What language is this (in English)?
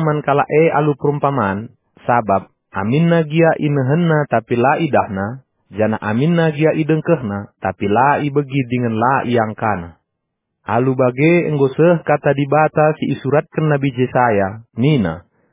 Batak Karo